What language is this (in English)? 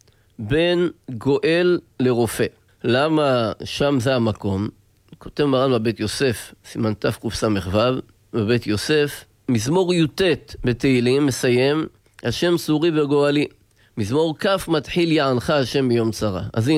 Hebrew